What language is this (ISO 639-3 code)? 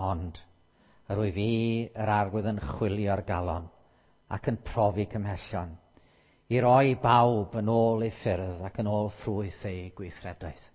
cym